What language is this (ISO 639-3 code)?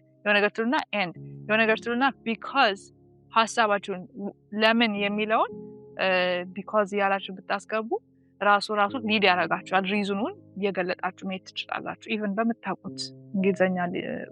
amh